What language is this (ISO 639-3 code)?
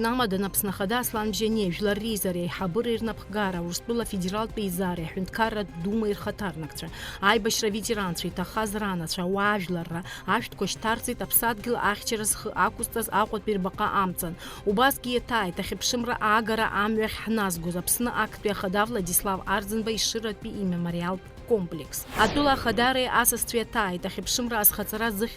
abk